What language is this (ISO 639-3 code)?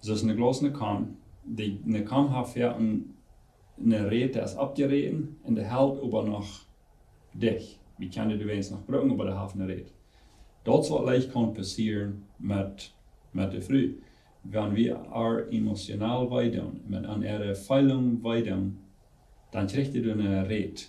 pdt